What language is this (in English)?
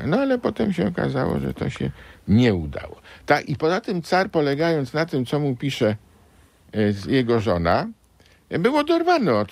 Polish